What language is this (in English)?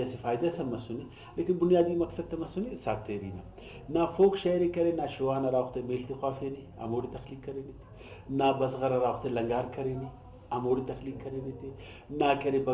Brahui